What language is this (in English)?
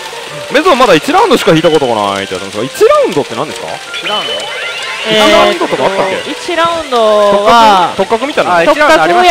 Japanese